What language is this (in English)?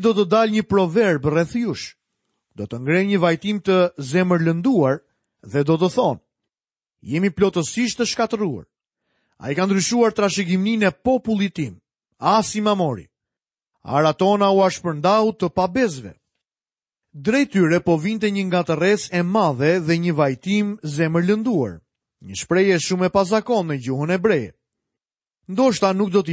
Albanian